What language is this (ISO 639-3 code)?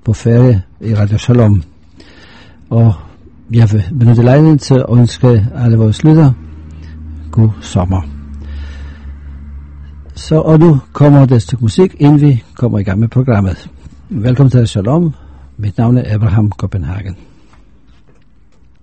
dan